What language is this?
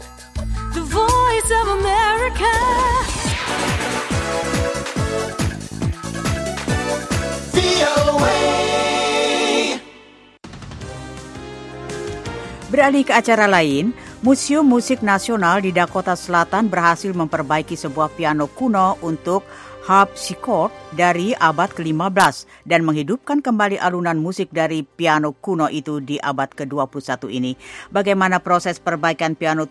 Indonesian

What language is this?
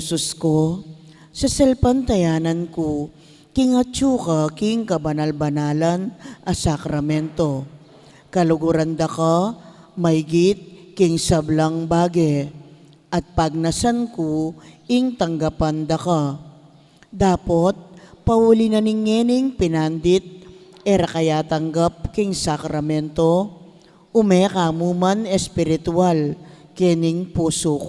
Pampanga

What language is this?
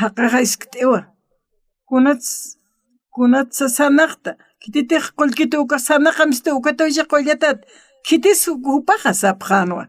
Aymara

